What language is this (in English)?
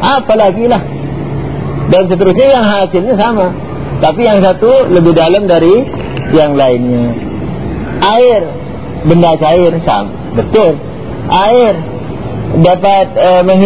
Indonesian